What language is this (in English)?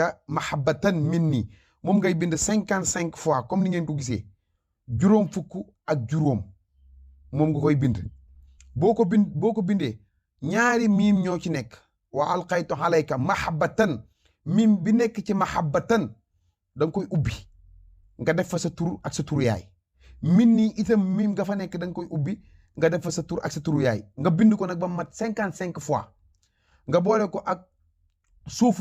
Wolof